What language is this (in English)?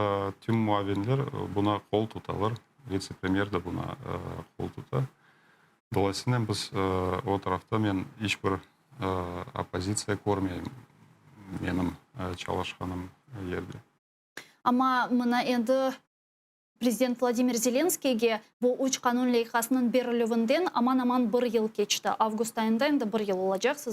Crimean Tatar